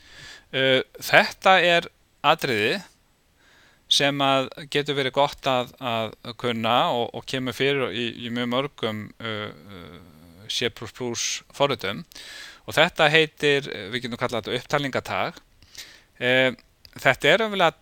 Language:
Icelandic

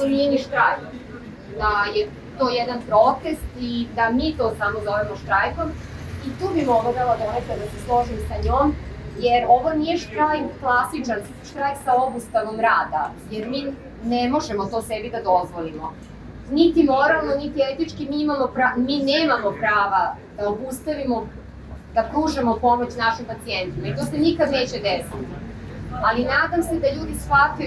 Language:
Serbian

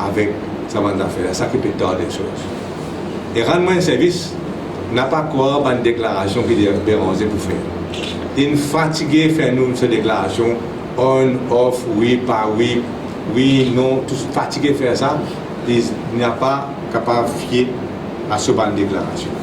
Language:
Morisyen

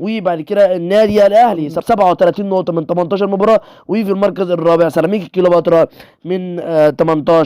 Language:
Egyptian Arabic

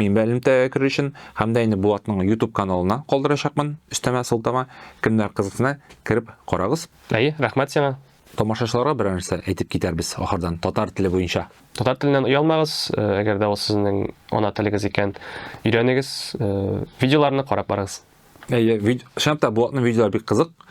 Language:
Tatar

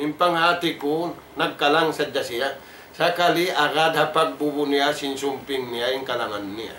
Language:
Tausug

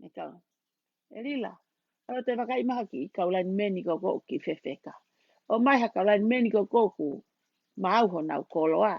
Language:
Tongan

